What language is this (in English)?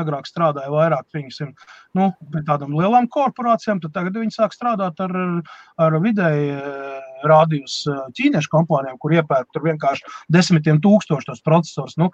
Latvian